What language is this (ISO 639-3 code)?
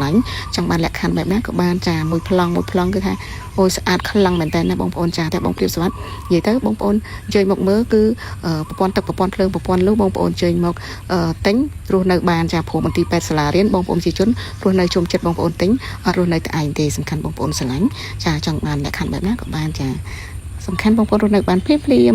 khm